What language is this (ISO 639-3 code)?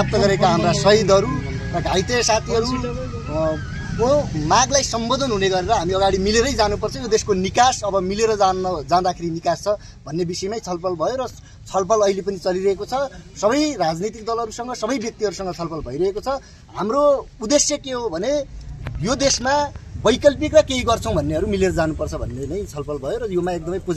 nep